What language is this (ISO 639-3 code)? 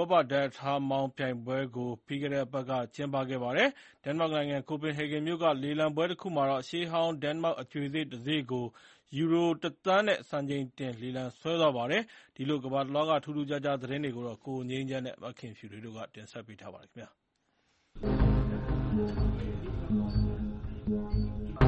mya